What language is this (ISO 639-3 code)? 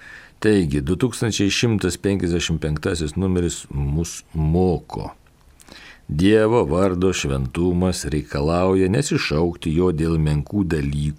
lit